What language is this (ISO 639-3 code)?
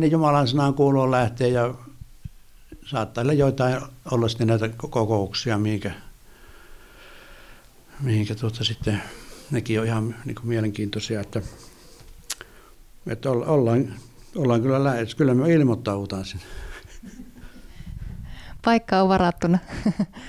fin